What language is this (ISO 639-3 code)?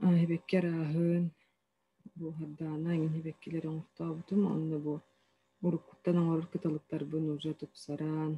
sah